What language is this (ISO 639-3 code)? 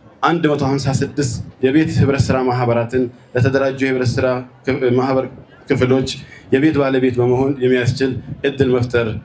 amh